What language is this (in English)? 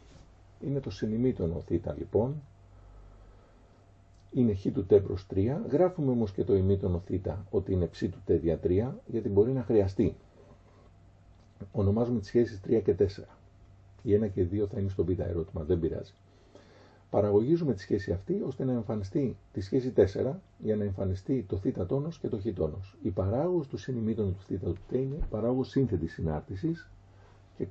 Greek